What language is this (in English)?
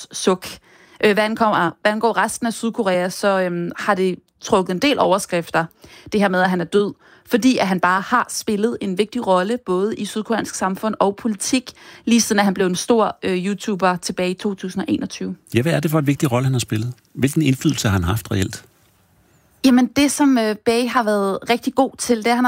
Danish